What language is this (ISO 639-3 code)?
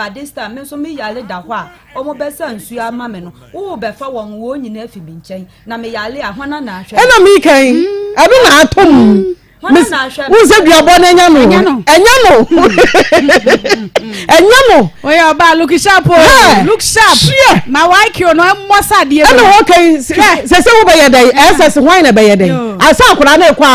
aka